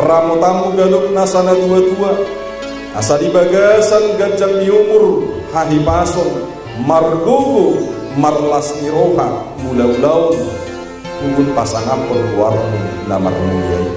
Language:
Batak Toba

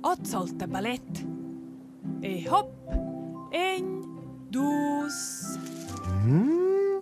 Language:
Romansh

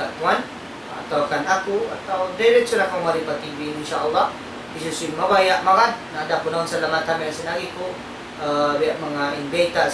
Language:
Tausug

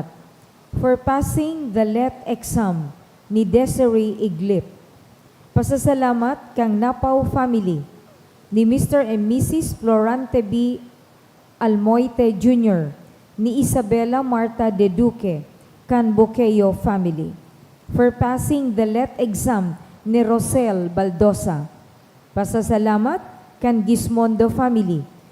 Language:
Bikol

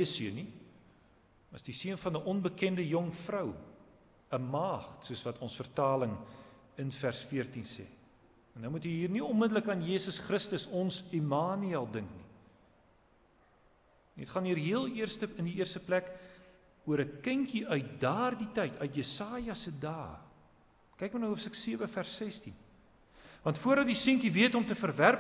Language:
Afrikaans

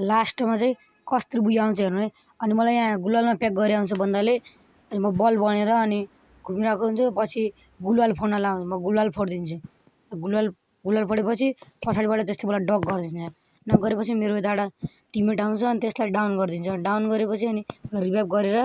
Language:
Nepali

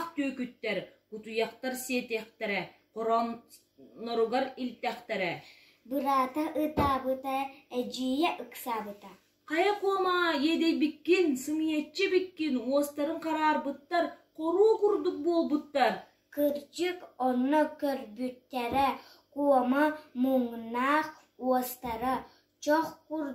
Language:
Yakut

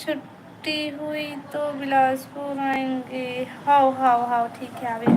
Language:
Chhattisgarhi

